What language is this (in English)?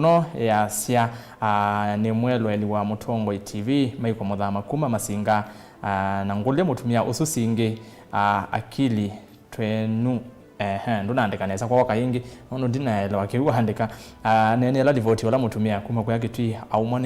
Kamba